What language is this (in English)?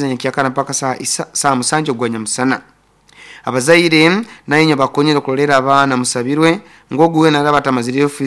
Nyoro